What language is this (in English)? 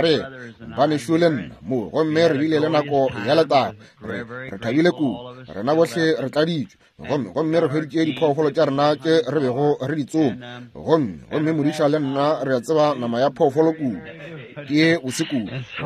Northern Sotho